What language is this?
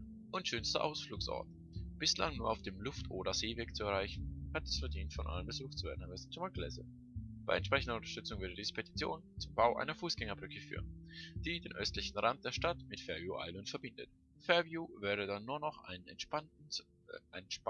Swiss German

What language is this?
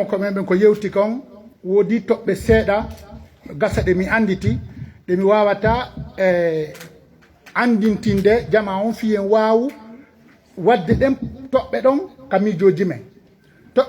Fula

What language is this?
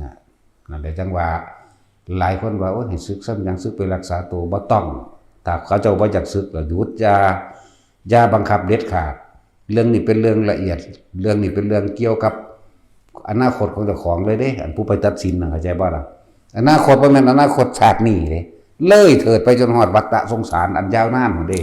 Northeastern Thai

